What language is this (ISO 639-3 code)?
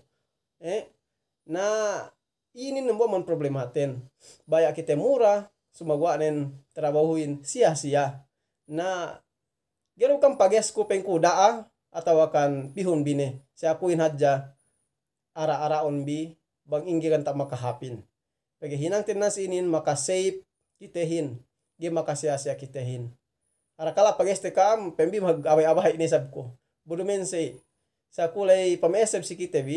yka